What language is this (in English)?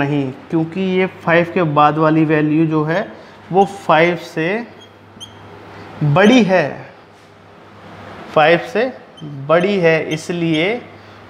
Hindi